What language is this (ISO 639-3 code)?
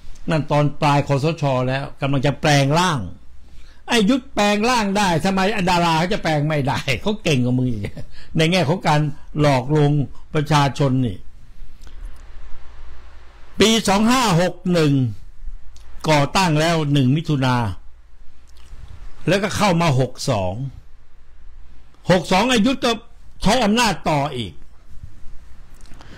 tha